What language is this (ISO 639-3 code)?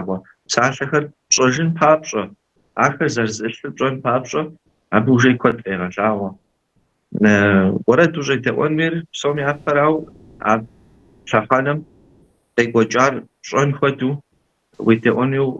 kbd